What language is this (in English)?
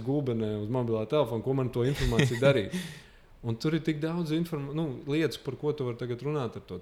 Latvian